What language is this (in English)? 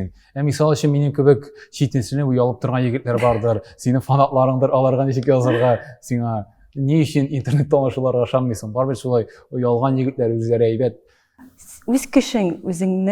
Tatar